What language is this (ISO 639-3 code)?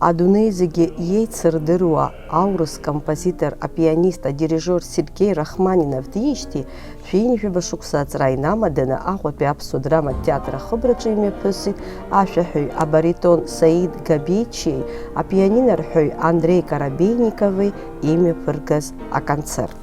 abk